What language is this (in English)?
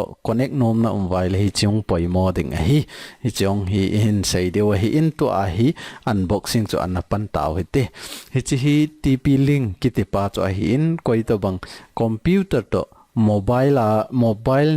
Thado Chin